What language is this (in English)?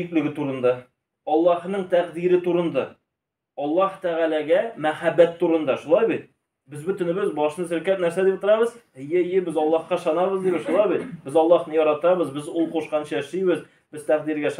Tatar